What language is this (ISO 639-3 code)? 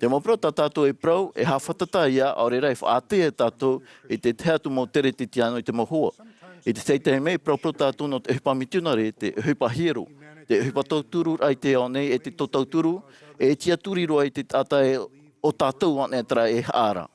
tah